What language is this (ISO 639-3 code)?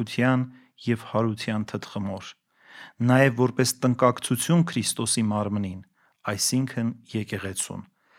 hye